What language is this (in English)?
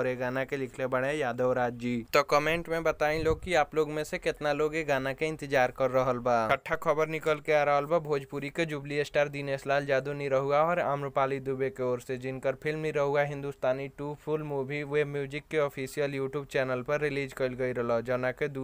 Bhojpuri